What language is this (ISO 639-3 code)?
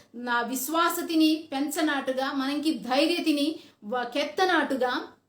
kff